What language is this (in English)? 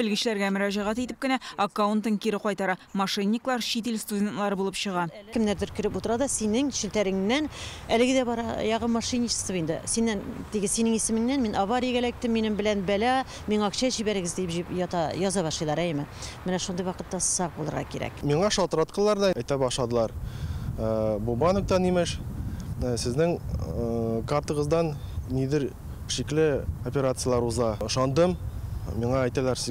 Tatar